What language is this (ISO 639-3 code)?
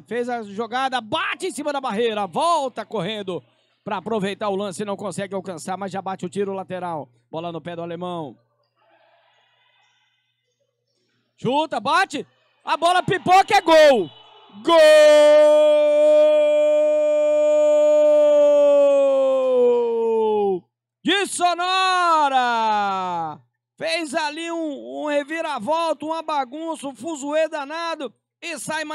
por